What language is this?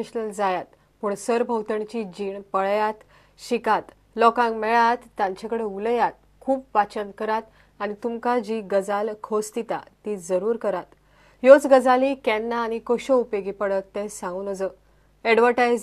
Konkani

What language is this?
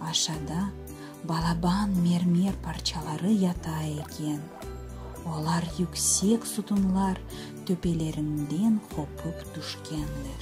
Crimean Tatar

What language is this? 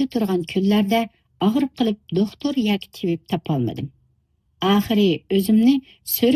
Uyghur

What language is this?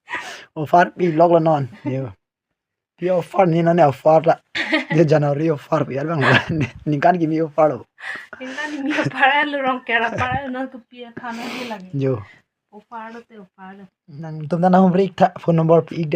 Karbi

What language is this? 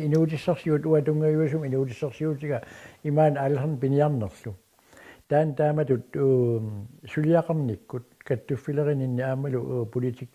Kalaallisut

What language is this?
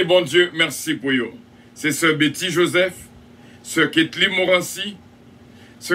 French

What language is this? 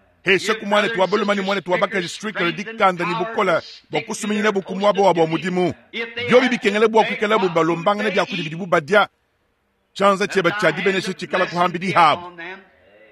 Luba-Lulua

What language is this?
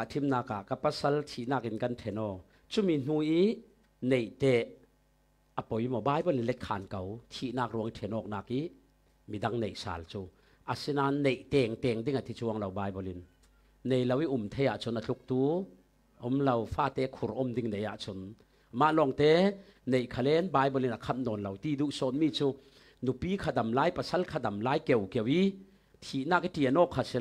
Falam Chin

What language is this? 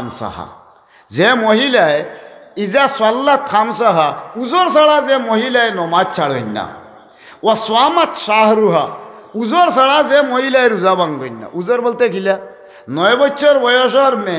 Sylheti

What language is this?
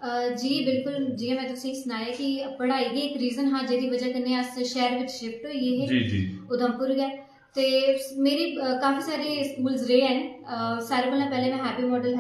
Dogri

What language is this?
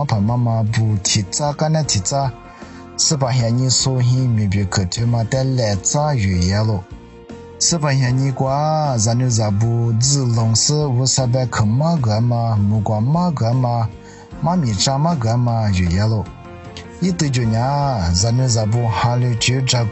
Lisu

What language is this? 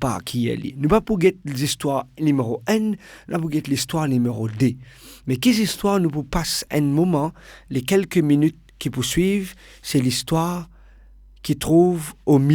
Morisyen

